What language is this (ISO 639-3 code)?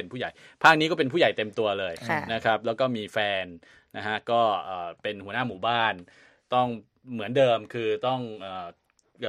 tha